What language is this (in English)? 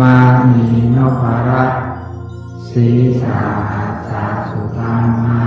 Pali